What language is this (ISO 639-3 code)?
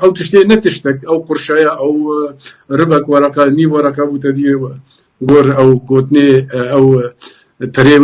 kur